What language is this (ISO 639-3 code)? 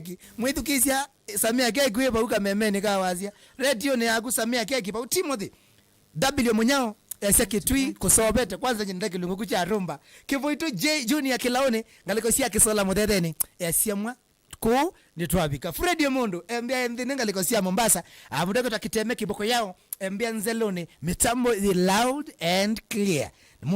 kam